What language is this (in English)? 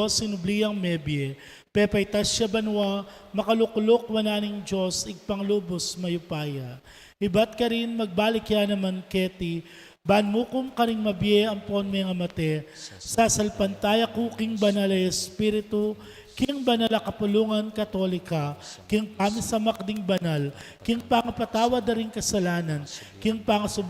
Pampanga